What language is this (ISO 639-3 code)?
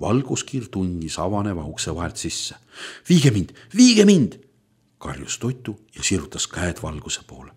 est